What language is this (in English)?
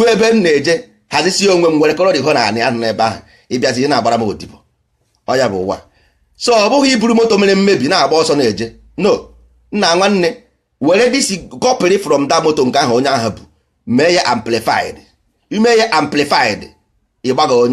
Igbo